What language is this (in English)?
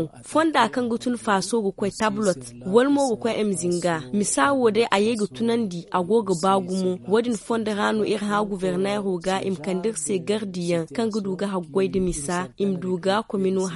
Zarma